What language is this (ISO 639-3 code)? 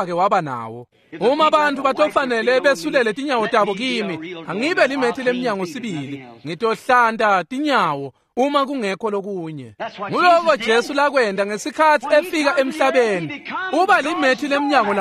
ssw